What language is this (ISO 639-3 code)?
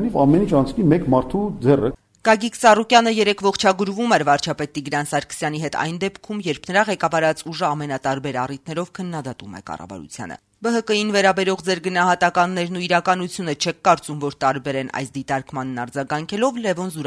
hye